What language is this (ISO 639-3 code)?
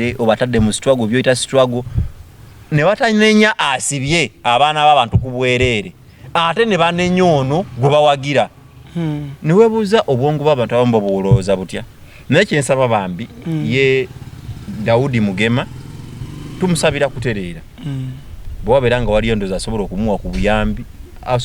lug